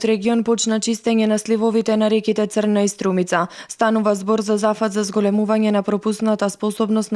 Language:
Macedonian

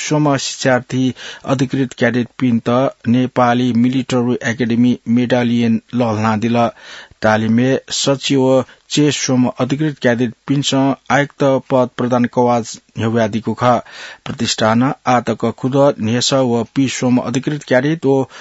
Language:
Newari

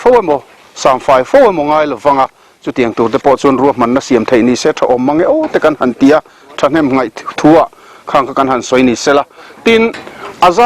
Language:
Mizo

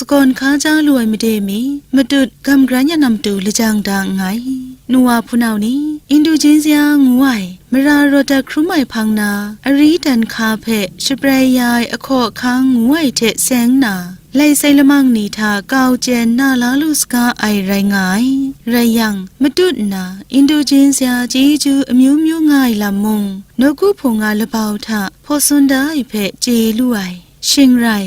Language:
Kachin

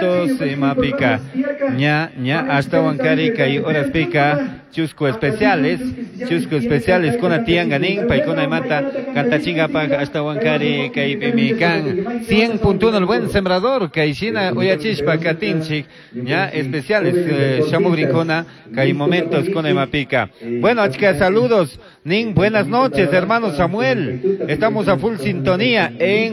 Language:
Chimborazo Highland Quichua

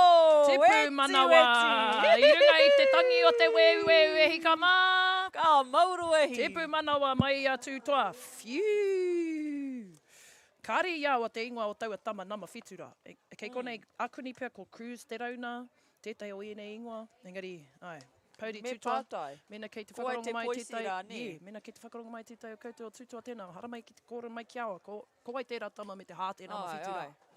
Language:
Māori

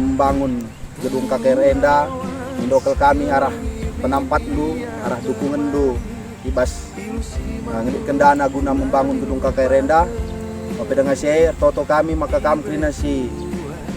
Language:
Batak Karo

